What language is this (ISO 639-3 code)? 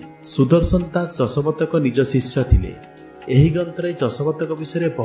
ori